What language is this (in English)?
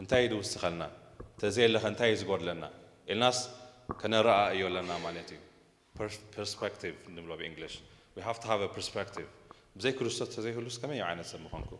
Tigrinya